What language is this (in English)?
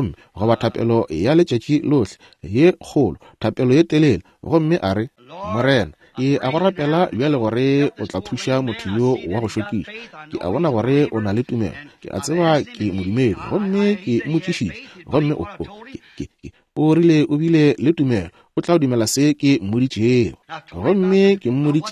Northern Sotho